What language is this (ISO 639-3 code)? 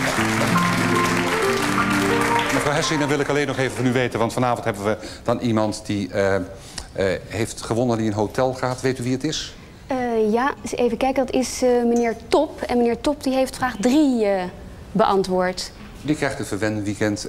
nld